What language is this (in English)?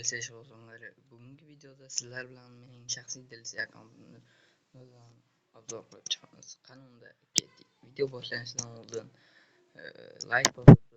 Uzbek